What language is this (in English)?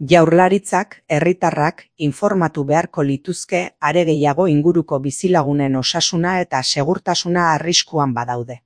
Basque